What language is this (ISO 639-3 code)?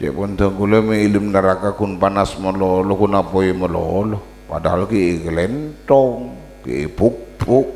mad